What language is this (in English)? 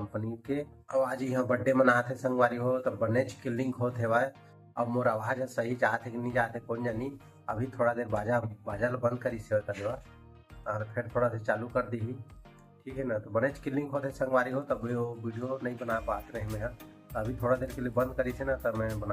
Chhattisgarhi